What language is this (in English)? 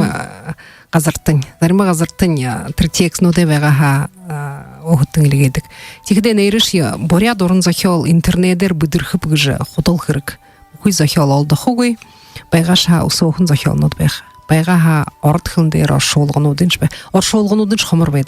Buriat